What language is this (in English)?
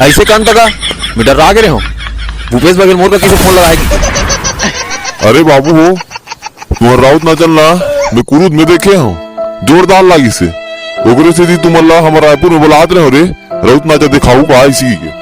Chhattisgarhi